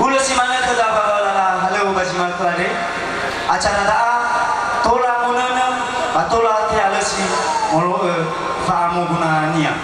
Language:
Nias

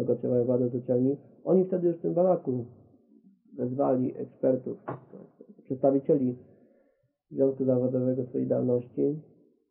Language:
Polish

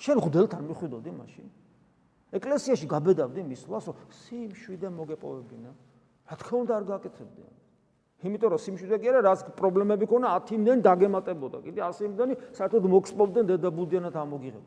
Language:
Georgian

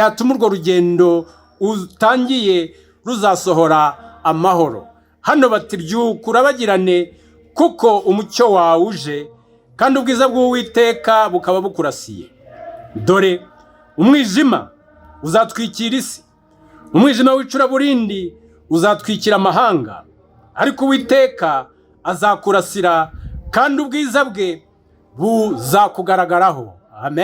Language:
Kinyarwanda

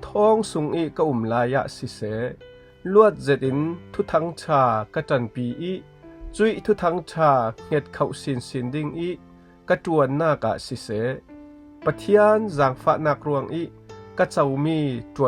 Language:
Falam Chin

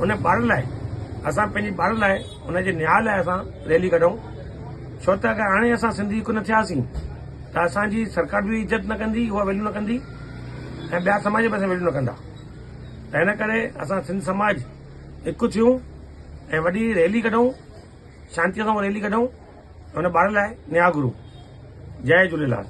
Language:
Sindhi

